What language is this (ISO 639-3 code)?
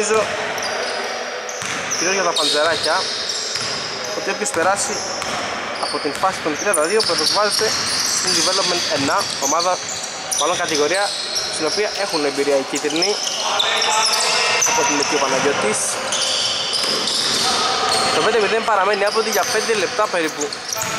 ell